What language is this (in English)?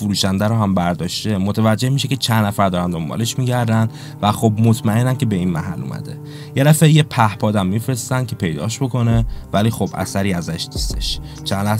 Persian